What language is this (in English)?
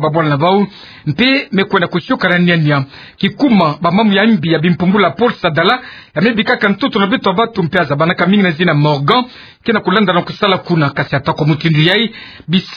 Kituba (Democratic Republic of Congo)